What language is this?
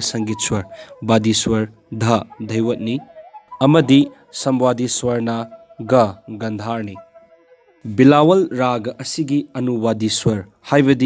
Manipuri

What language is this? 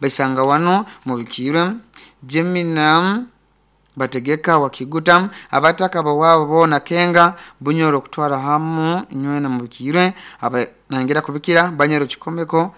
Nyoro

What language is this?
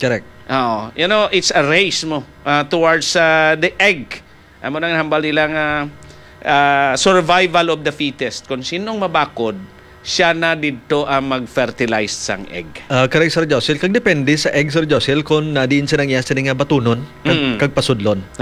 Hiligaynon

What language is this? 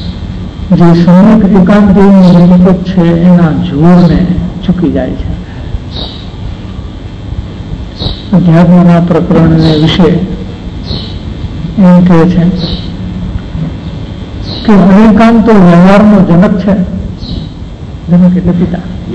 Gujarati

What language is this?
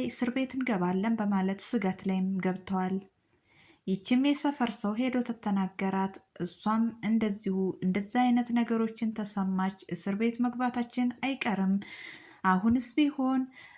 Amharic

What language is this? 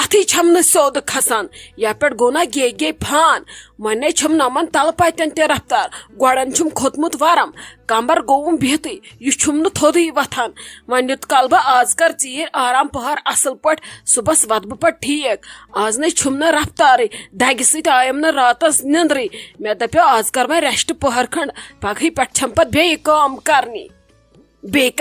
Kashmiri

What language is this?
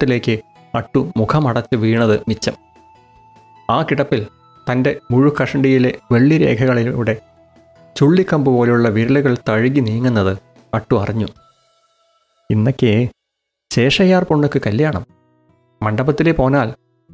Malayalam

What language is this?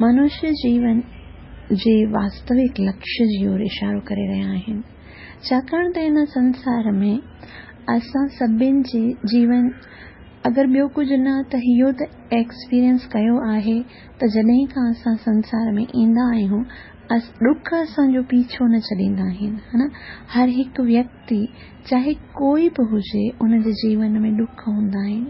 Sindhi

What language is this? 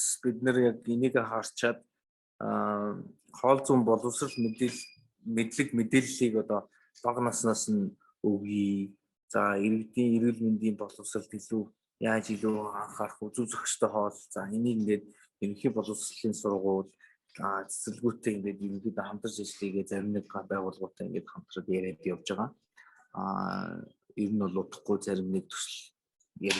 Mongolian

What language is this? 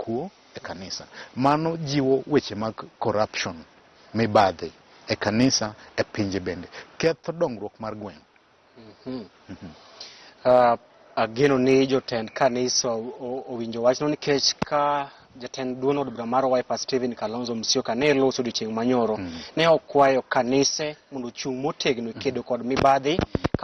Luo (Kenya and Tanzania)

